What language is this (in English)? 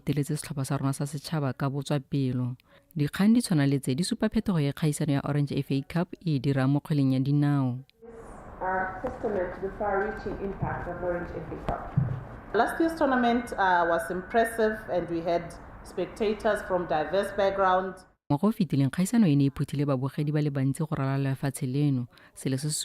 Tswana